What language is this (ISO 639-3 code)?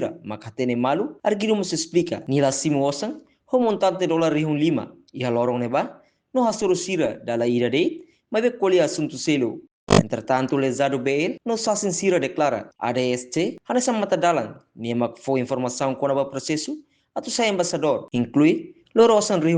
tet